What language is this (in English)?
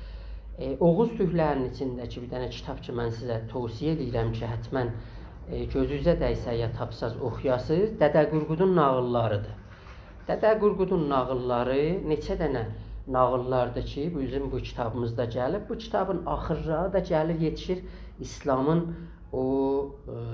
South Azerbaijani